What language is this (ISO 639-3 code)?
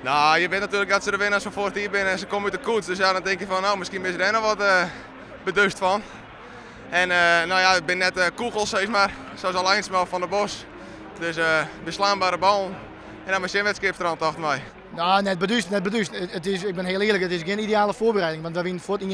fry